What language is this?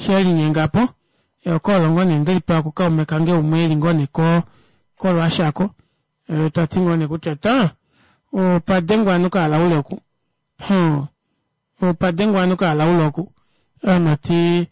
Kuanyama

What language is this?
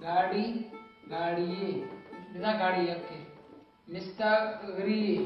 Baluchi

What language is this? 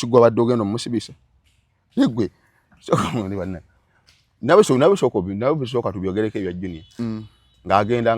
Ganda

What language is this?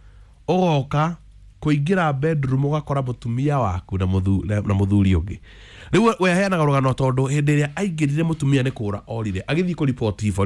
Kikuyu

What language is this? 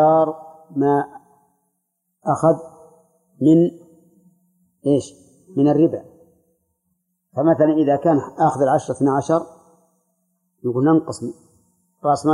Arabic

